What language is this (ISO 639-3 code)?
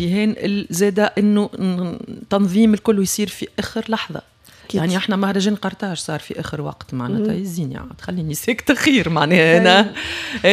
aeb